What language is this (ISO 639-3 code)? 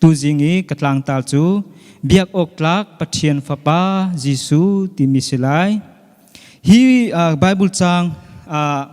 cnh